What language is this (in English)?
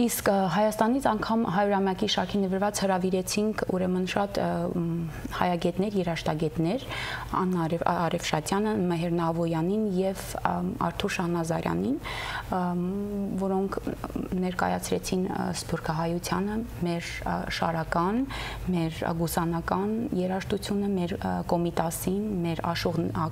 Western Armenian